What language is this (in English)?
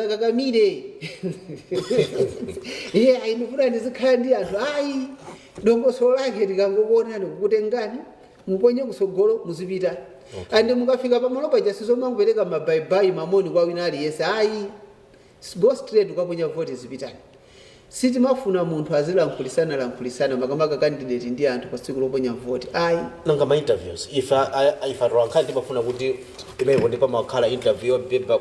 Nyanja